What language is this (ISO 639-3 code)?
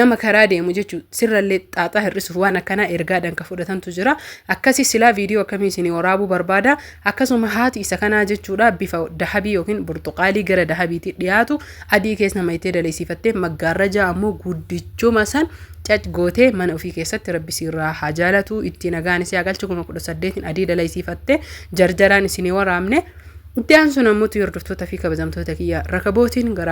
orm